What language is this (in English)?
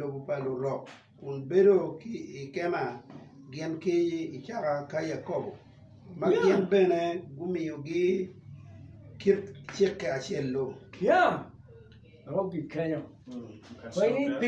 Acoli